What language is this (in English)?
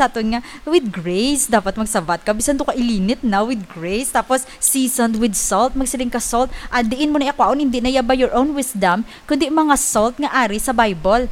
Hiligaynon